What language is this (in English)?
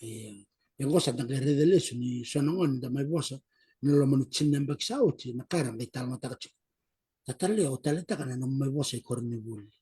Fijian